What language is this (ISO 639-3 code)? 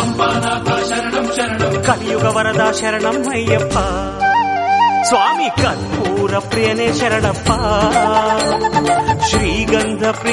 kan